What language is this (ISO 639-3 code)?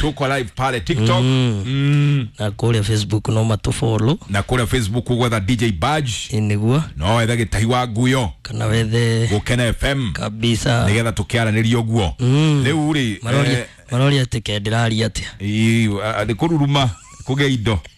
kik